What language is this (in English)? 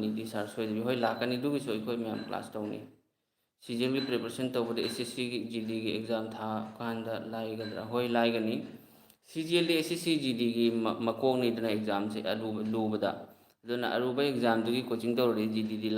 Manipuri